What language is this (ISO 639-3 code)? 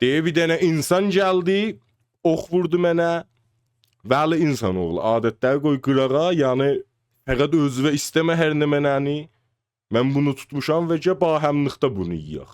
azb